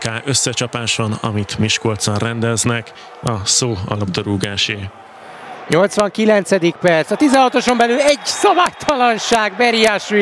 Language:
Hungarian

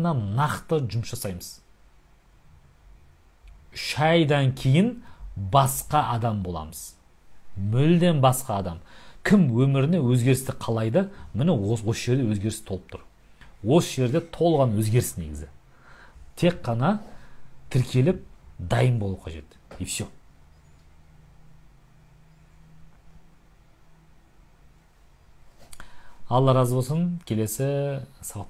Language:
Kazakh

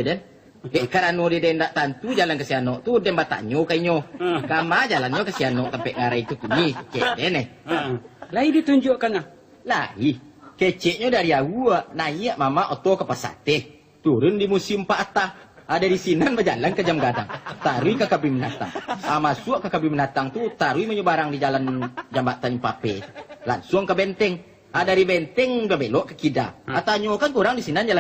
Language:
Minangkabau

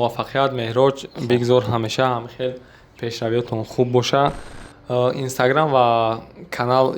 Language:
Tajik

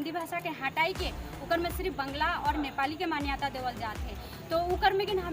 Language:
Sadri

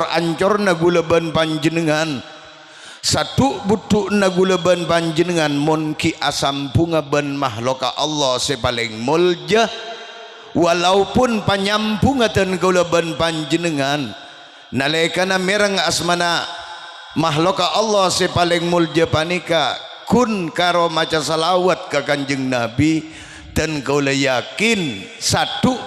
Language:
Madurese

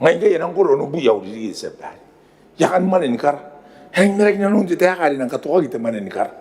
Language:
Gilbertese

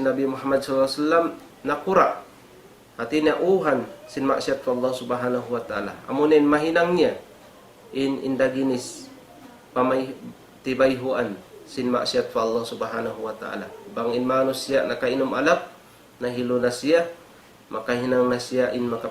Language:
Tausug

